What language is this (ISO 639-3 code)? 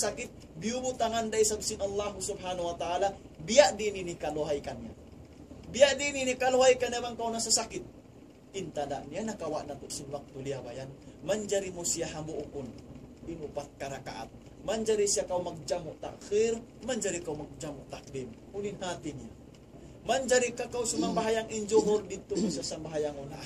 tsg